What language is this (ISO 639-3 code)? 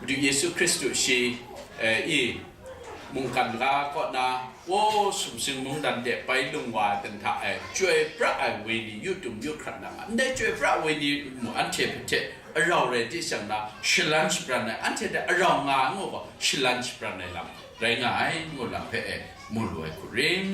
kac